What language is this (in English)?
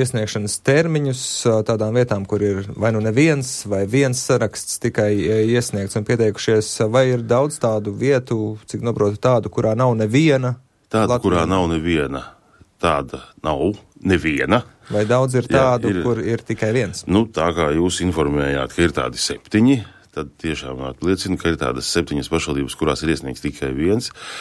Latvian